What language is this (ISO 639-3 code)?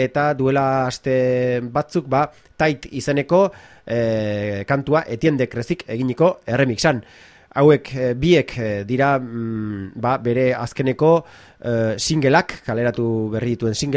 eus